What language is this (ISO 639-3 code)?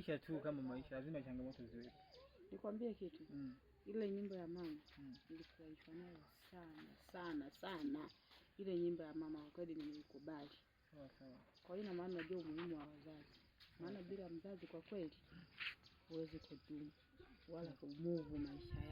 swa